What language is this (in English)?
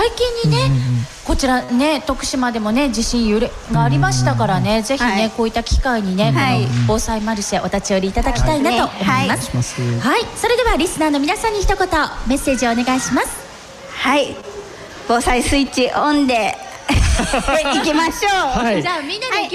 Japanese